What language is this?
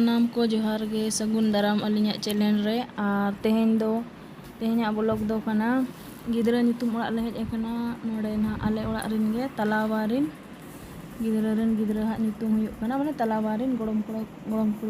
Santali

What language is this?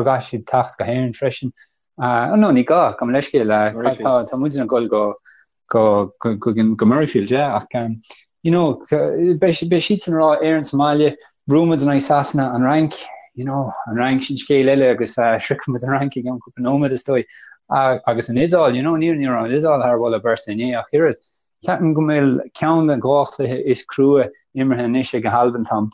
Irish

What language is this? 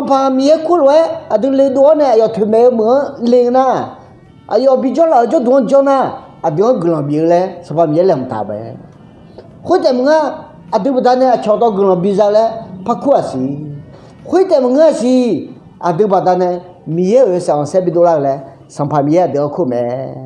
Akha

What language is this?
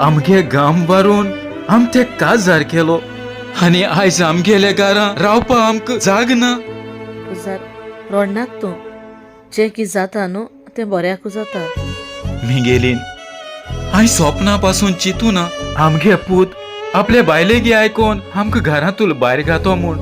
Konkani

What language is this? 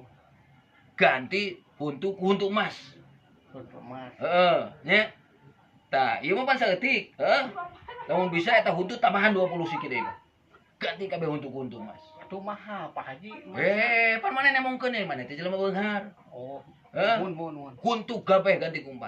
Sundanese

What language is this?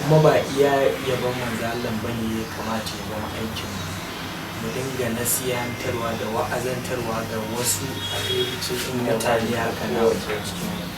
Hausa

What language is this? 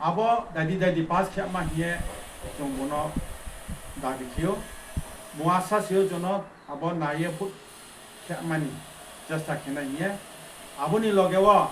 Riang (India)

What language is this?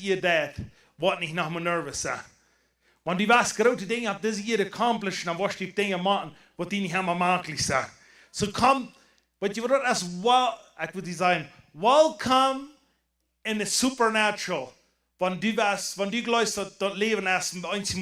Plautdietsch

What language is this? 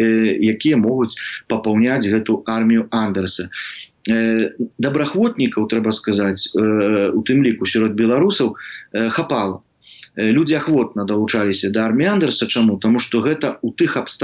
Belarusian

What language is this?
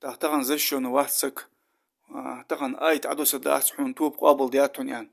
Ingush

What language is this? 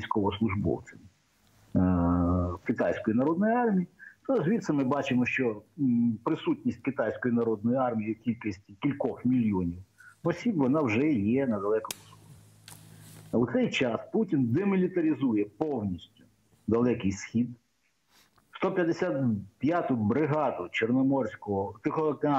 Ukrainian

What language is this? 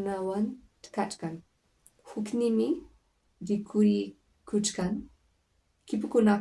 Quechua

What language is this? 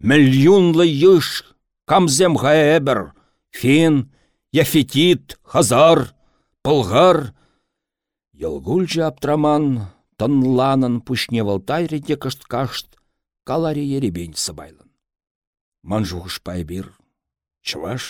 Chuvash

